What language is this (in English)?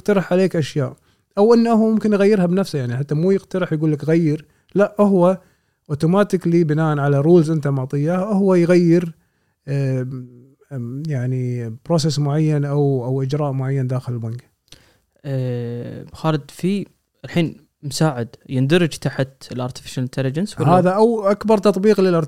Gulf Arabic